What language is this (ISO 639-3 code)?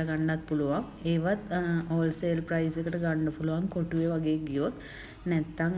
sin